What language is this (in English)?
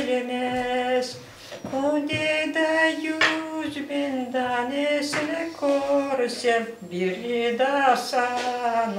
Crimean Tatar